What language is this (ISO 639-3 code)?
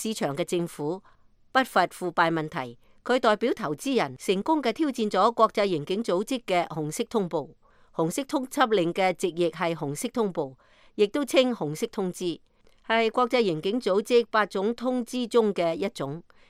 yue